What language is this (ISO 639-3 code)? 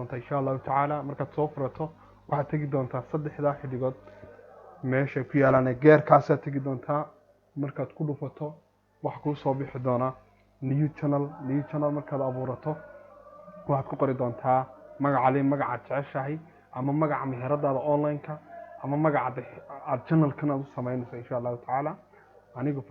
som